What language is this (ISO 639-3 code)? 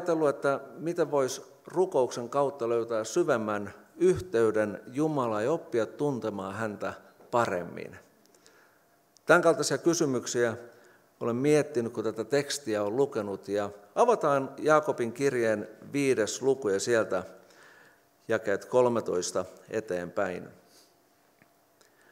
fin